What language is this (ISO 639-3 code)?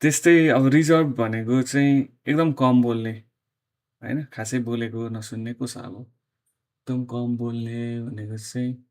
nep